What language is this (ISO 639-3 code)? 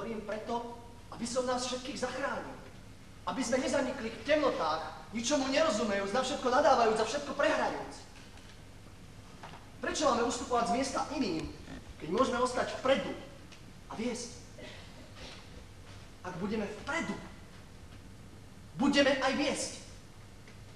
slk